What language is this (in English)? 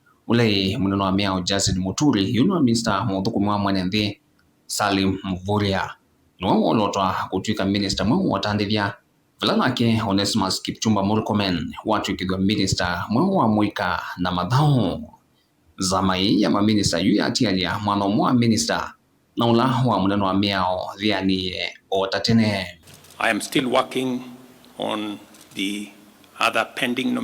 Kamba